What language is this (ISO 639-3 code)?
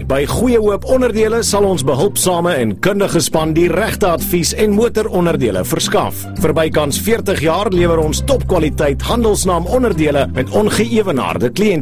afr